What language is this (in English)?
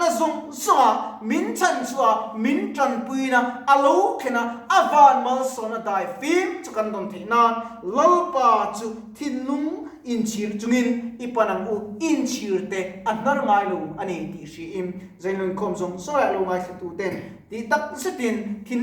Mizo